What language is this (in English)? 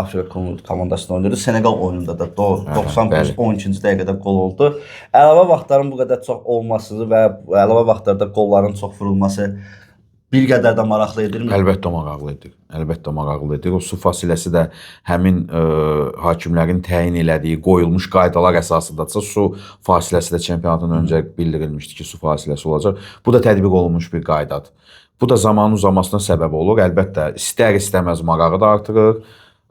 Azerbaijani